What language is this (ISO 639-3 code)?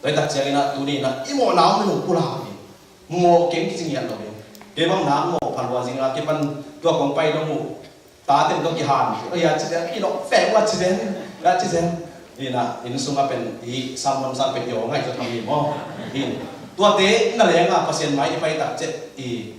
ctd